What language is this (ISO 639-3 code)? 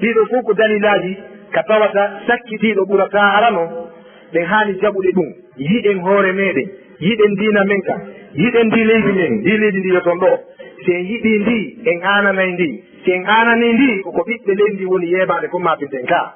ful